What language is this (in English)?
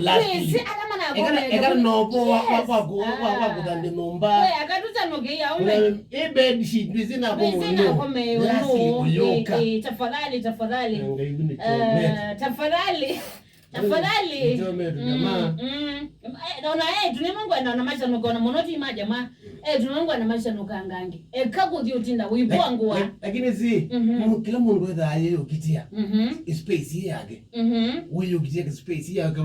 Kamba